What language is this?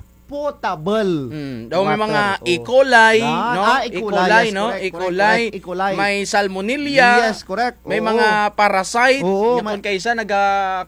Kinaray-a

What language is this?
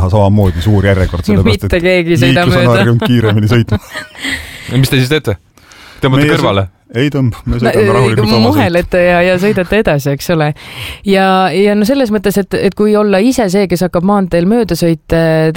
Estonian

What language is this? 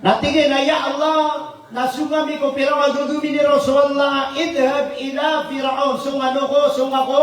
Maranao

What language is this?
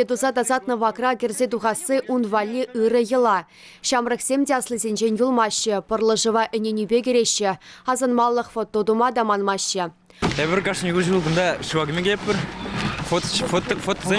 Chuvash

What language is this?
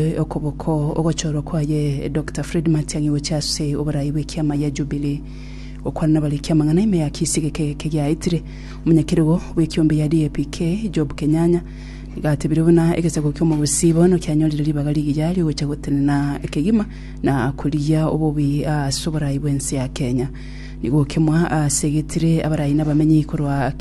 Gusii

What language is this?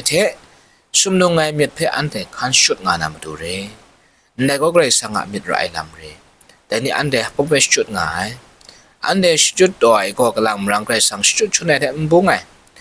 Kachin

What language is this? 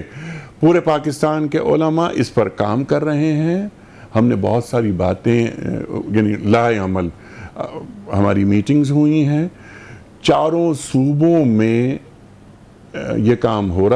Urdu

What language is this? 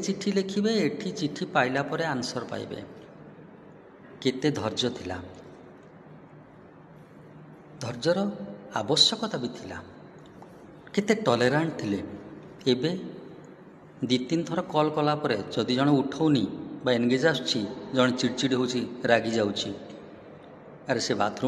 Odia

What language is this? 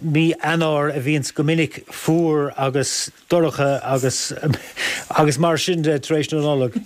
Irish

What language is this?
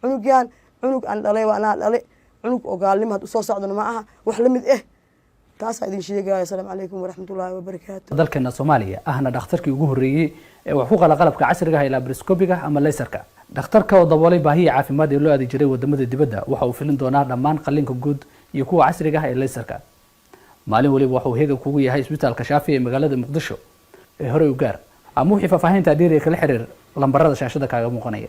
Somali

